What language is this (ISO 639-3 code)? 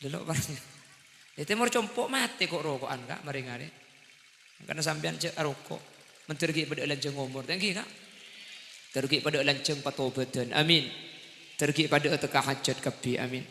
mad